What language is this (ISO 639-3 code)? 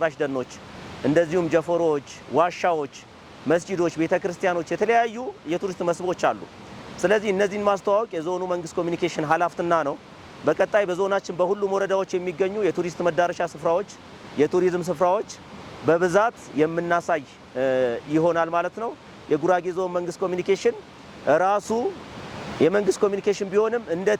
amh